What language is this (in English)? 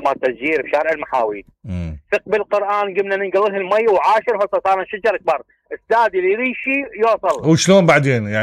Mesopotamian Arabic